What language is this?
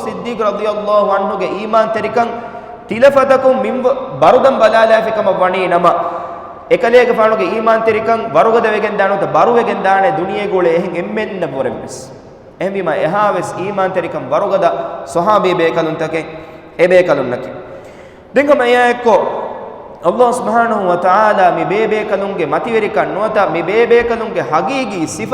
Divehi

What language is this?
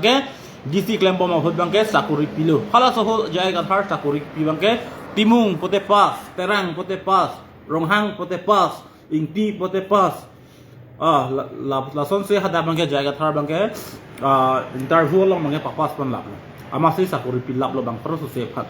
Karbi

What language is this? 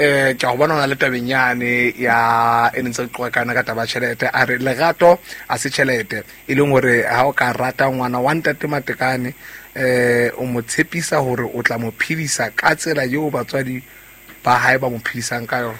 Southern Sotho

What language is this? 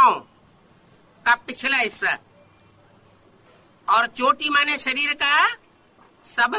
Hindi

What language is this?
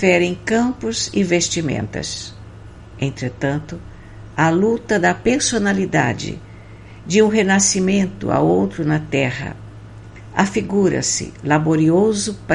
Portuguese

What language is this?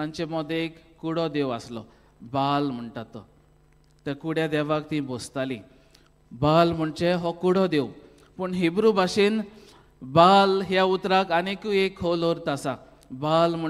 Konkani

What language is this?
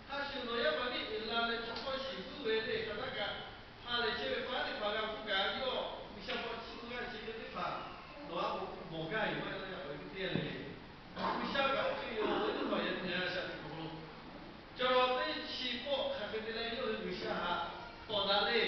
Lahu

